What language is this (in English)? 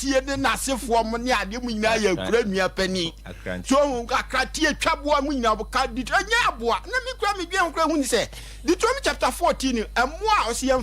Akan